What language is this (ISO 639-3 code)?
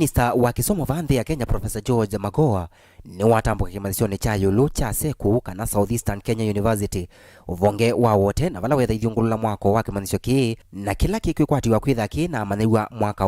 kam